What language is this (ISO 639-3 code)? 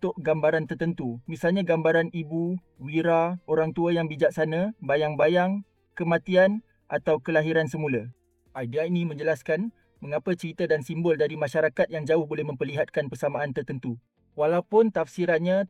msa